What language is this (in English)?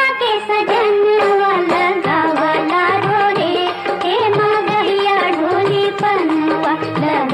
Magahi